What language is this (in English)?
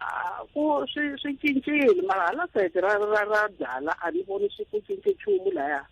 Tsonga